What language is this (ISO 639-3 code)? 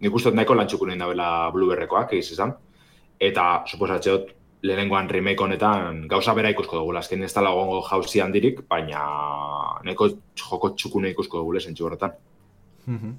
eus